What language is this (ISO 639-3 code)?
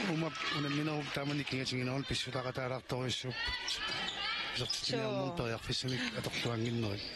kal